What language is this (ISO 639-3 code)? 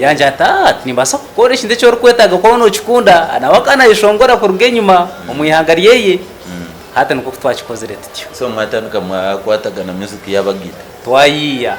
nyn